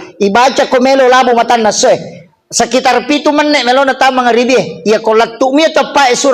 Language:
Buginese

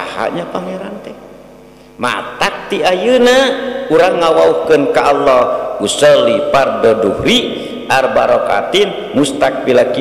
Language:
Sundanese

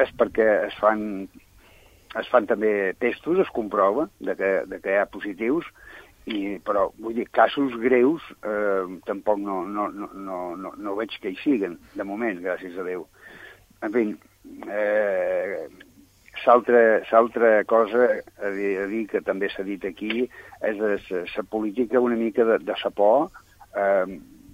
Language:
Catalan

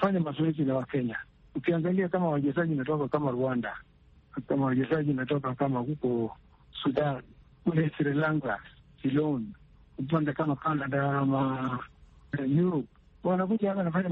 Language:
Swahili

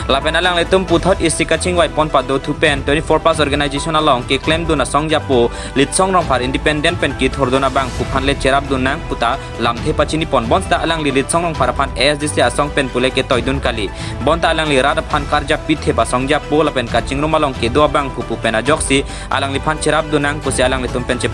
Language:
Karbi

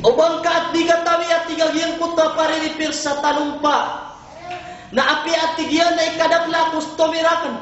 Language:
Maranao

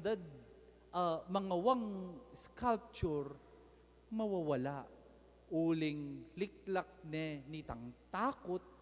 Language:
Pampanga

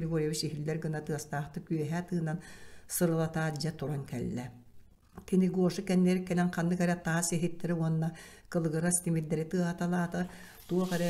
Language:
Yakut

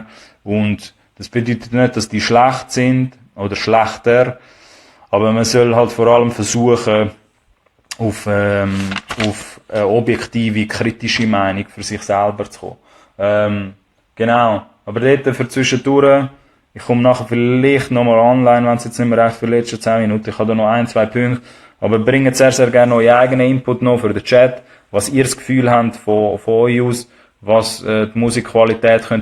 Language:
Swiss German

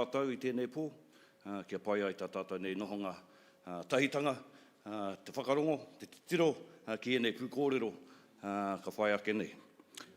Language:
Māori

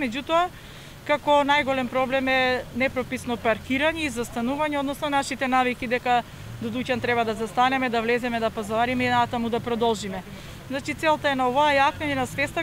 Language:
Macedonian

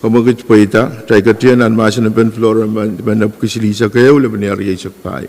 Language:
Pohnpeian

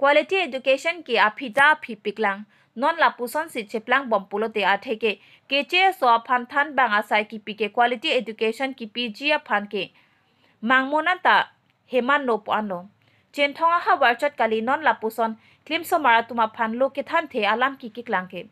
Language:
Karbi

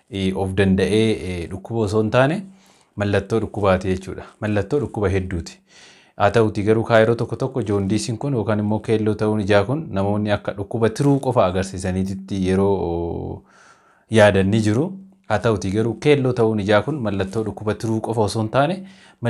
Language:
Oromo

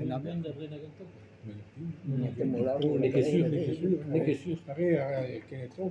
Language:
Breton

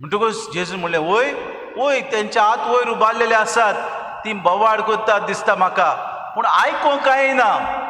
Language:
Konkani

